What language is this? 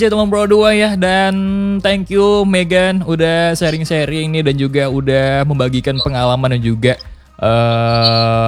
Indonesian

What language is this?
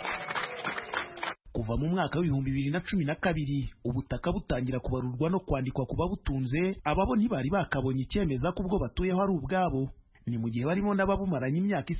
Kinyarwanda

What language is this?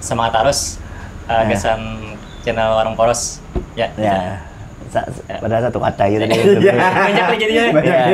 Banjar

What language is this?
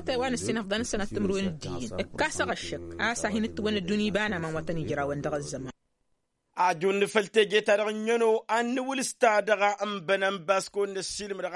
Tamasheq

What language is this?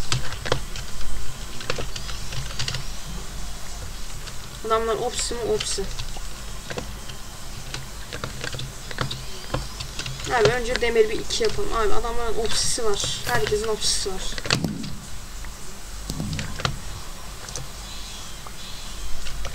Turkish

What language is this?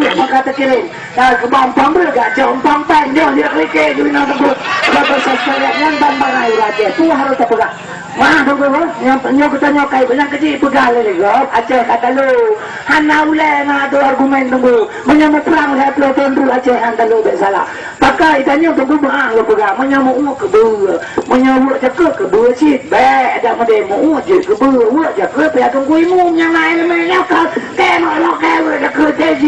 Achinese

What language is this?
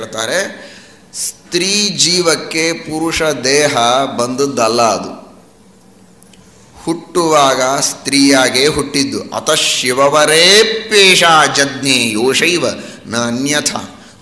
Kannada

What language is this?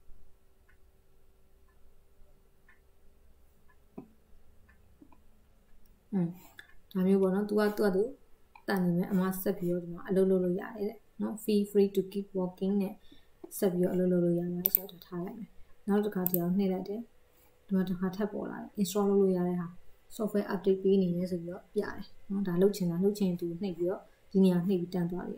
Burmese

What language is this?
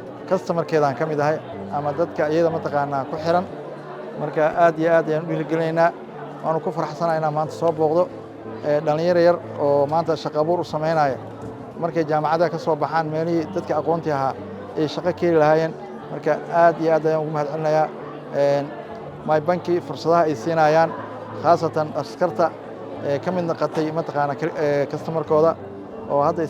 Somali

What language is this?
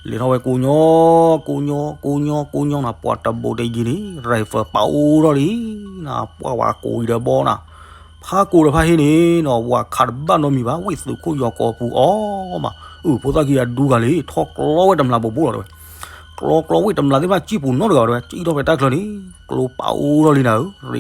S'gaw Karen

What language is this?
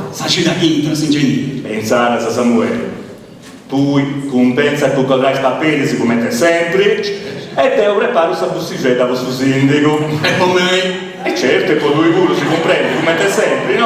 Sardinian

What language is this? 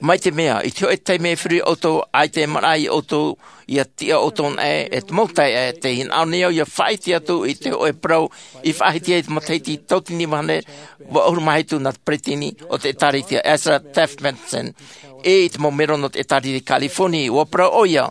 Tahitian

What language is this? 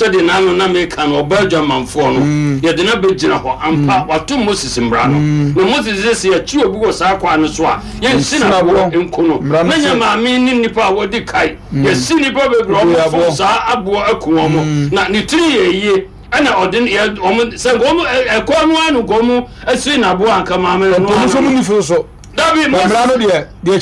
Akan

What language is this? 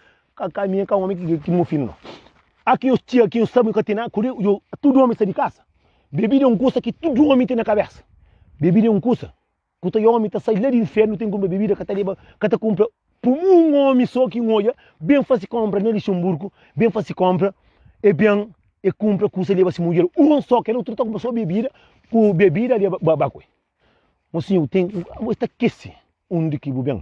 Kabuverdianu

